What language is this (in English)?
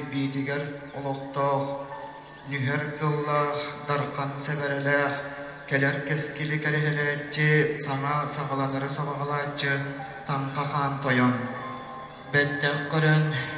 Yakut